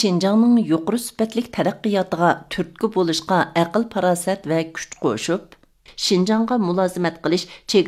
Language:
Uyghur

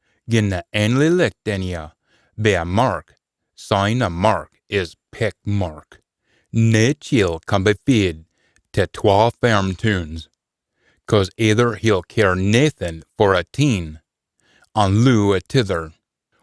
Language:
Scots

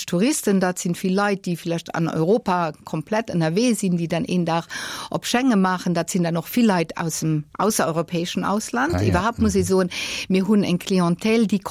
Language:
Luxembourgish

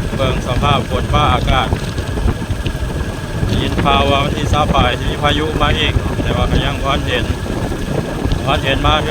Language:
Lao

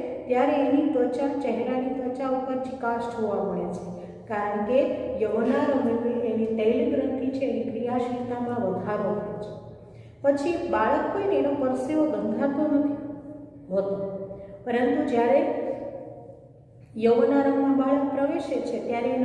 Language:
Gujarati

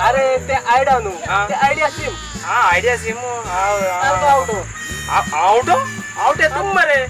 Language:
Konkani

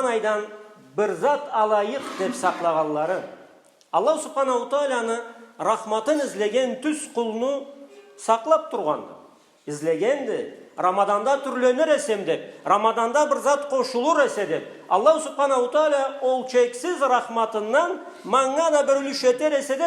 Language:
Karachay-Balkar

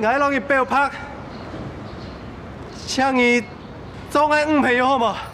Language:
Hakka Chinese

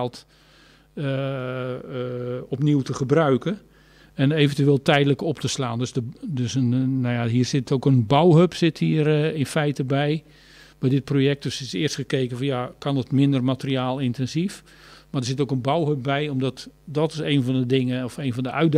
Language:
Dutch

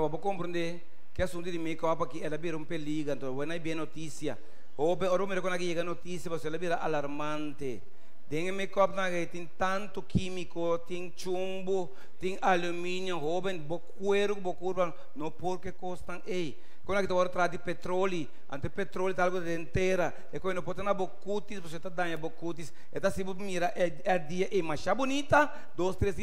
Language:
Papiamento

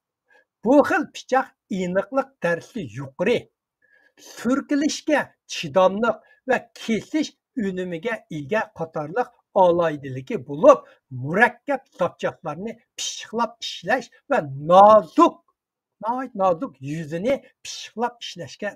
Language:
Uyghur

